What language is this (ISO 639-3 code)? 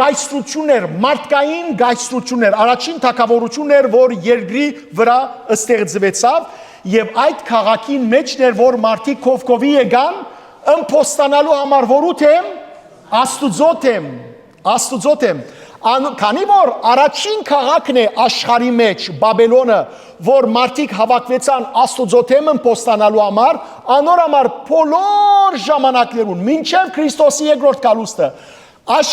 hyw